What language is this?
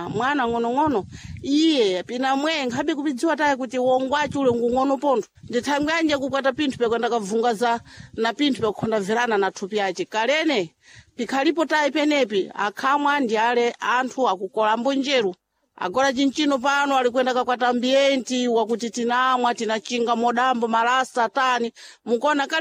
Sena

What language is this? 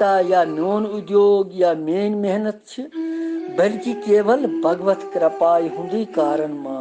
Kashmiri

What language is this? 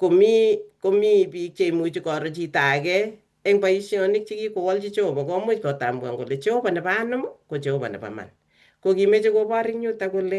Kalenjin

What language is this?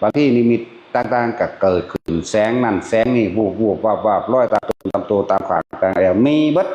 Northeastern Thai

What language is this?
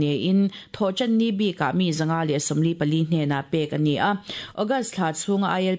Mizo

